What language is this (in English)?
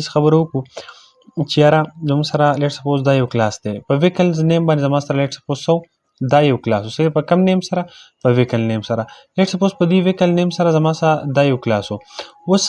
Pashto